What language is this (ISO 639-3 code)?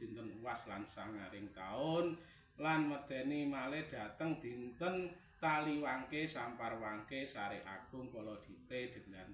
jav